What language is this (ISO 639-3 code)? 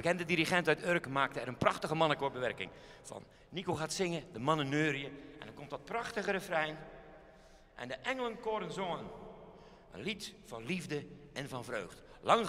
nld